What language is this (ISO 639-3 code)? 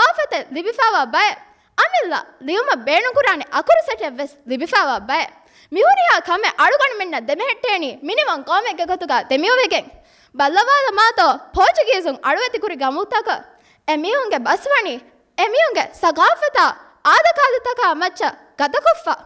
div